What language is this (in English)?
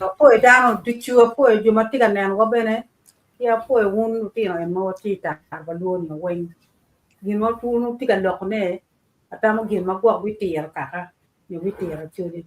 Acoli